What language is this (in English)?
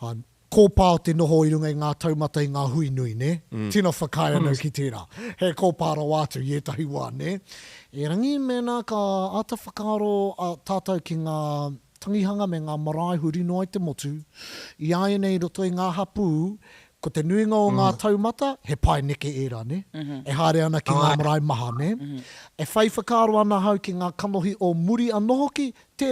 Māori